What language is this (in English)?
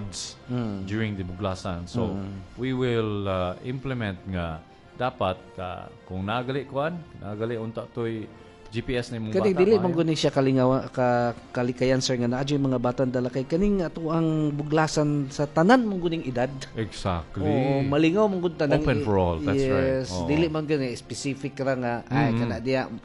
Cebuano